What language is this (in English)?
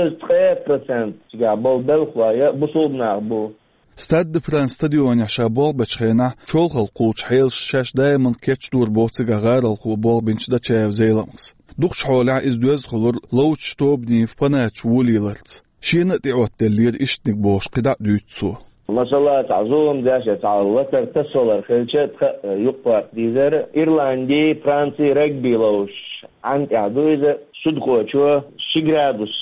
Chechen